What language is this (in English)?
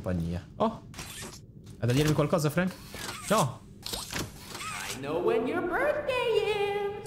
Italian